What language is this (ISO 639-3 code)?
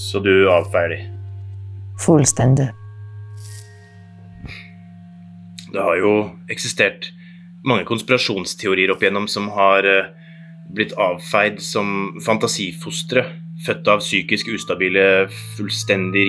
nor